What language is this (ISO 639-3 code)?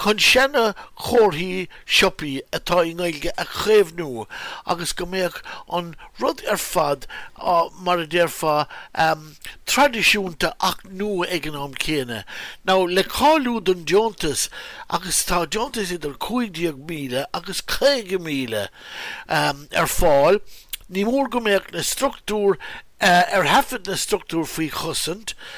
gle